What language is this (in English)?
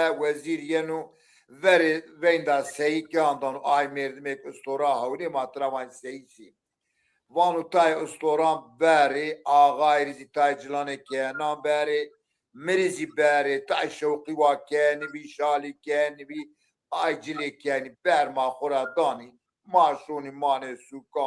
Zaza